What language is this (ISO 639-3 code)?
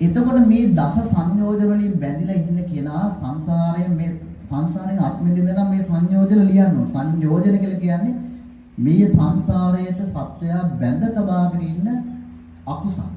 sin